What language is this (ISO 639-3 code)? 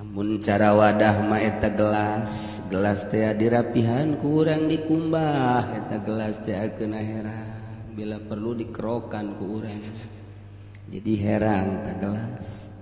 sun